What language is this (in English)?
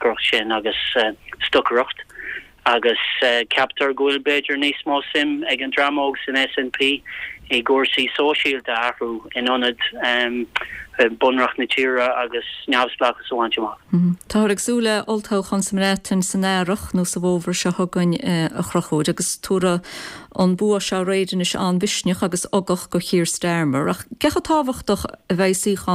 Irish